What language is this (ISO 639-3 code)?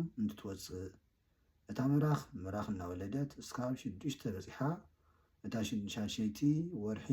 tir